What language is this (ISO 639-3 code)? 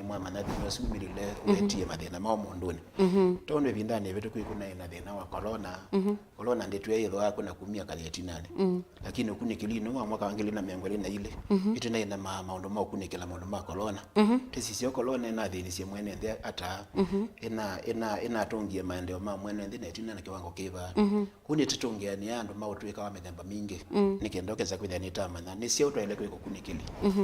kam